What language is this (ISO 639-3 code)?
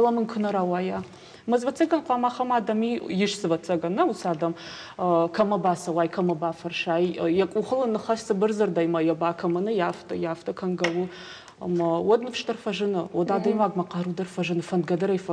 oss